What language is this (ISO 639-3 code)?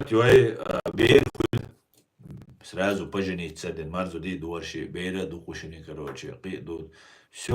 che